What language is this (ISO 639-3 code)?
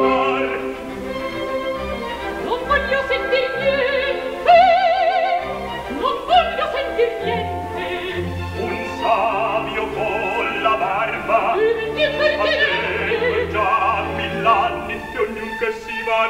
ita